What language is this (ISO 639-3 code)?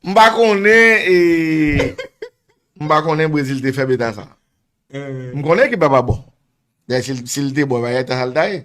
hat